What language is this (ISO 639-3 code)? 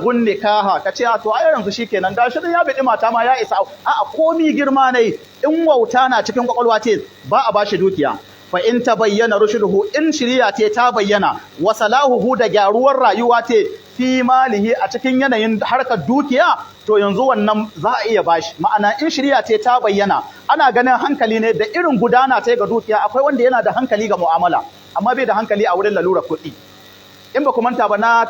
hau